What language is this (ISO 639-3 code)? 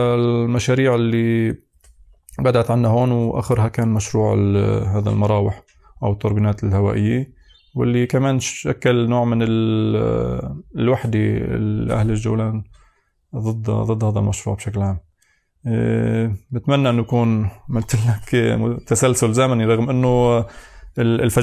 apc